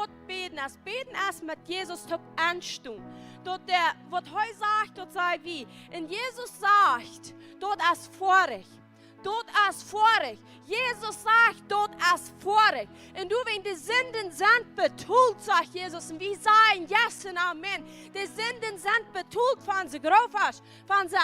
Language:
Plautdietsch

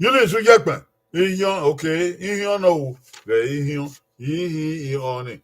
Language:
Bini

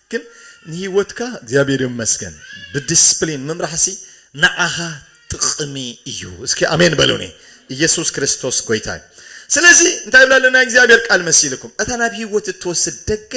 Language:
Tigrinya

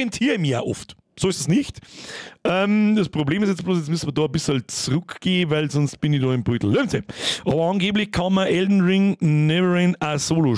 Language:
Bavarian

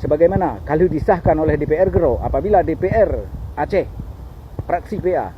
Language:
Achinese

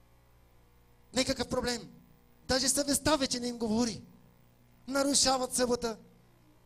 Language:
Bulgarian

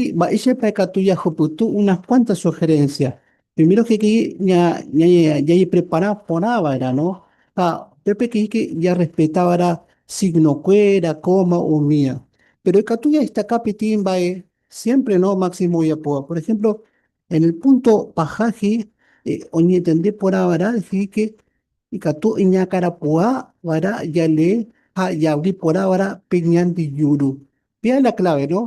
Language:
Guarani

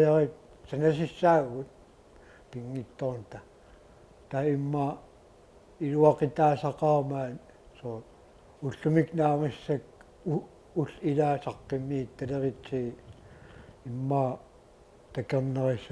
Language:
Kalaallisut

